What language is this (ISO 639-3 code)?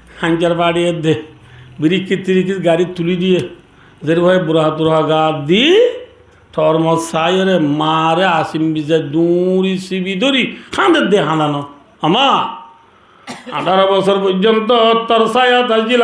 rhg